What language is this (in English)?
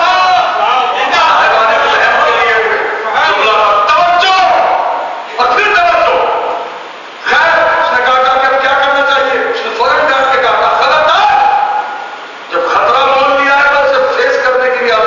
Urdu